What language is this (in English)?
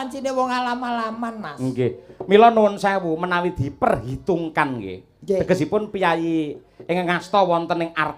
Javanese